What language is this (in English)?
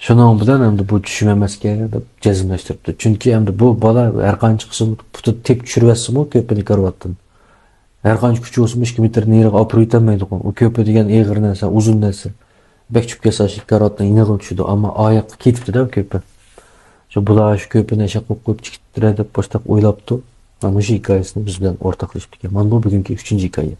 Uyghur